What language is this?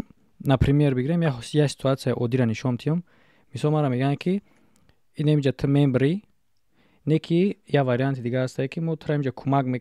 Tajik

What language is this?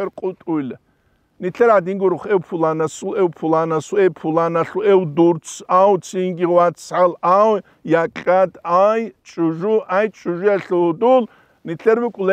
Avaric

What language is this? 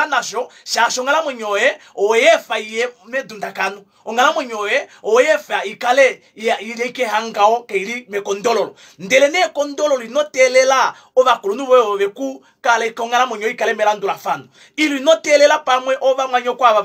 Kuanyama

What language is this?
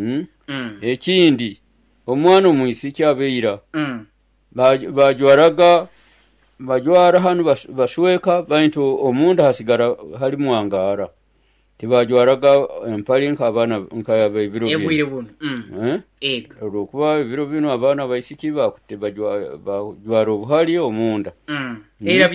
Nyoro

